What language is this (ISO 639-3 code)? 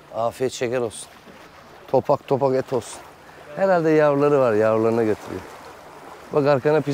tur